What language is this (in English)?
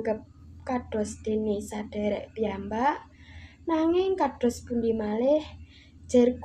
Javanese